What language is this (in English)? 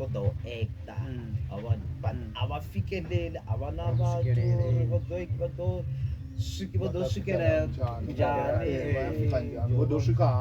Venda